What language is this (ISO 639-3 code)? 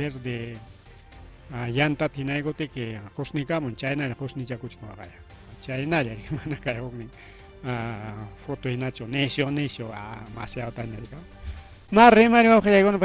quy